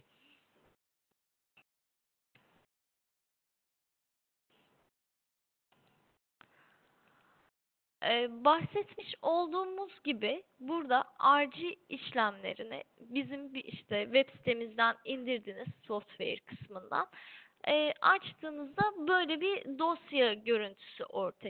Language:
Turkish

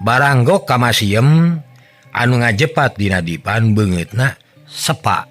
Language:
Sundanese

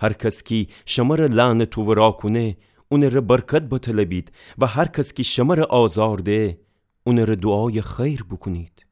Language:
Gilaki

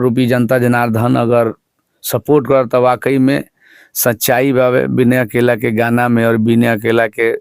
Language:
Bhojpuri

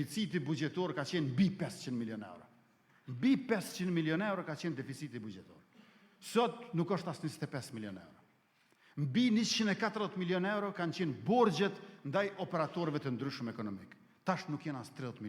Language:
Albanian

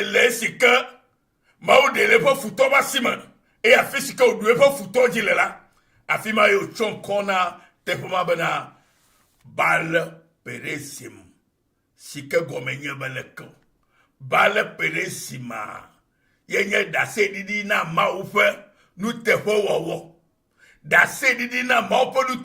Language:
Ewe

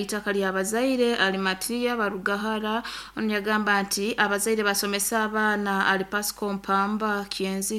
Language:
Nyoro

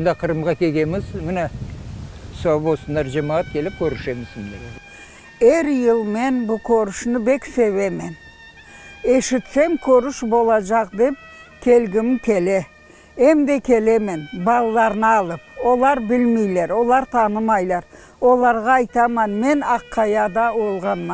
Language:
Crimean Tatar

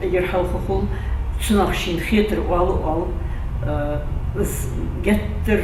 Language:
Ingush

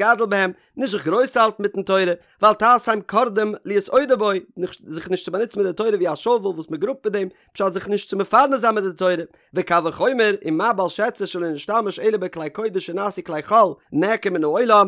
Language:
Yiddish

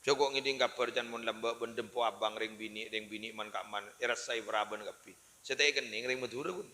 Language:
Madurese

